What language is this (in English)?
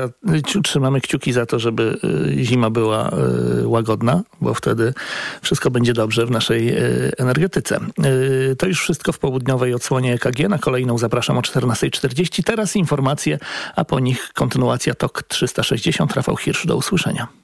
Polish